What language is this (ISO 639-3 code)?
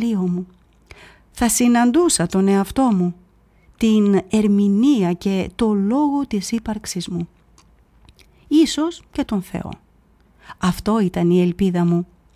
ell